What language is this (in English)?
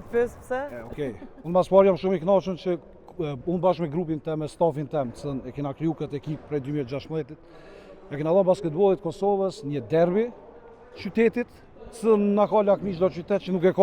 Albanian